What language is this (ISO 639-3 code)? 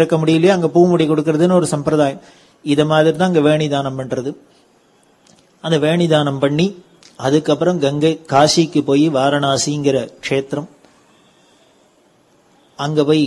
tam